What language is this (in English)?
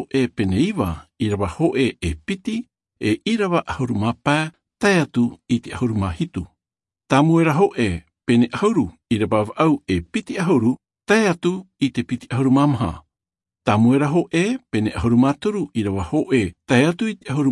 Tahitian